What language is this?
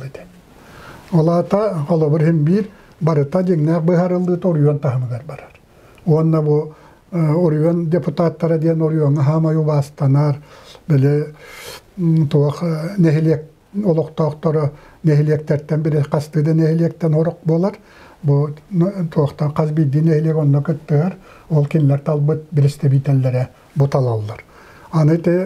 Yakut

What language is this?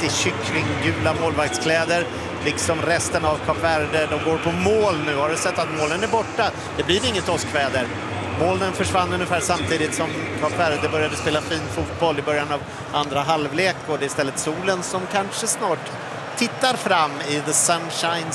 Swedish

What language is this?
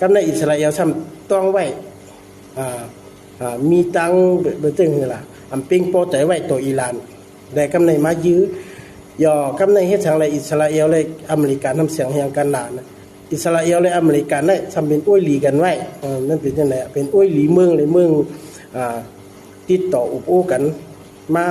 Shan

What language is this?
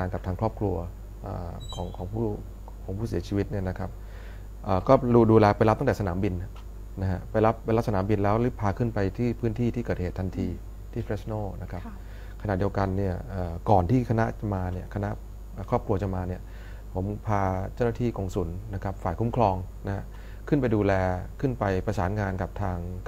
Thai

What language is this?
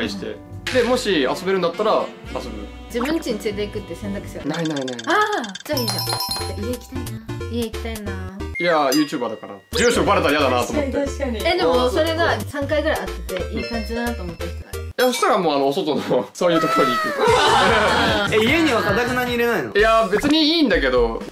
Japanese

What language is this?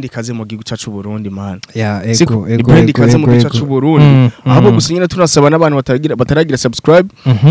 Rundi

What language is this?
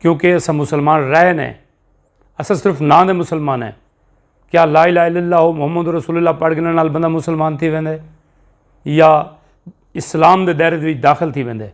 Saraiki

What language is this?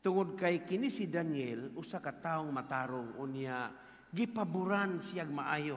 Cebuano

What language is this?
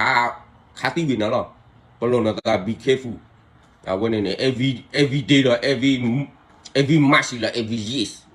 S'gaw Karen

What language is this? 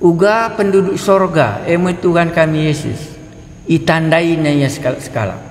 Batak Karo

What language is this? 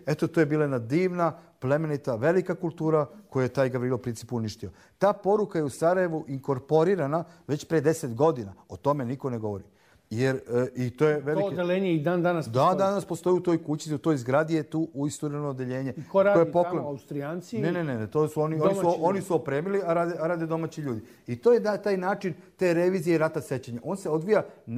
Serbian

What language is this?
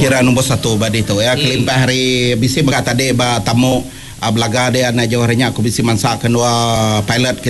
Iban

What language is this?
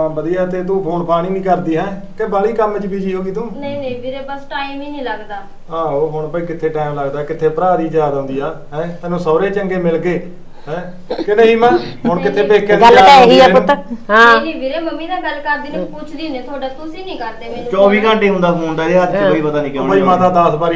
Punjabi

